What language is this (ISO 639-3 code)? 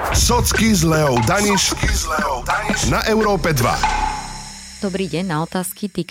slk